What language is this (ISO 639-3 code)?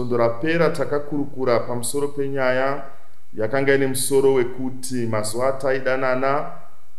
sna